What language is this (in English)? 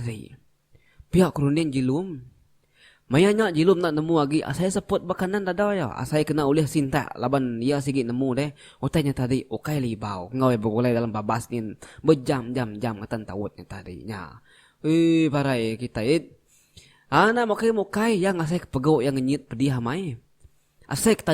Iban